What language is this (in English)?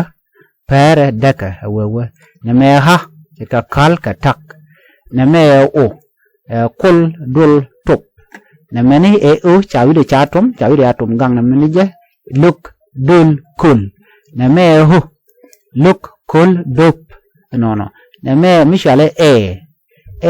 Nuer